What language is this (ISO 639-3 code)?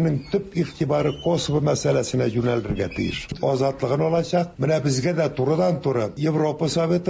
tat